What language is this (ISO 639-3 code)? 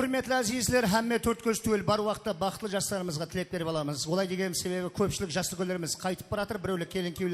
kaa